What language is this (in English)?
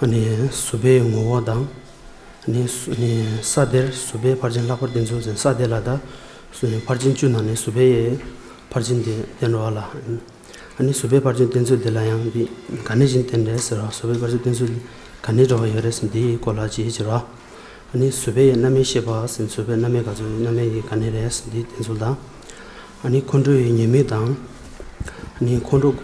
Tibetan